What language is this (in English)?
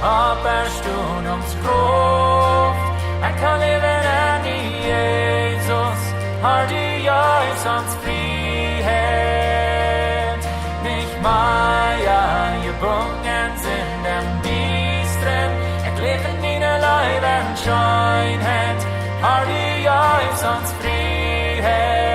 Plautdietsch